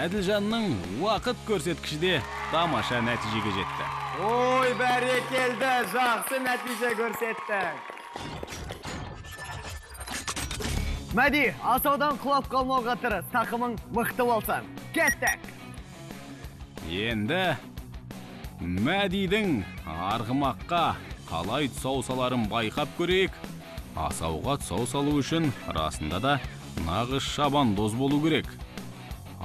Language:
Kazakh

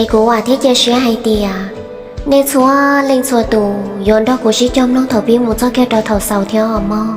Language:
Hmong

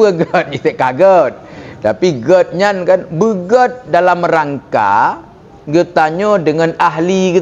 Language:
Achinese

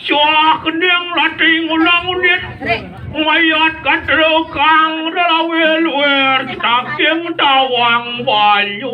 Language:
Balinese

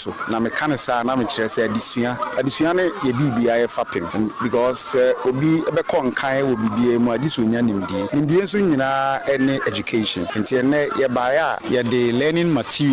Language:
Akan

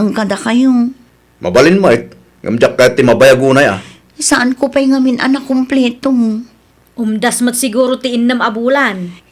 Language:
Iloko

